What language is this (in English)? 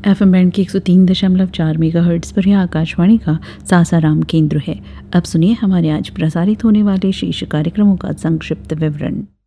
Hindi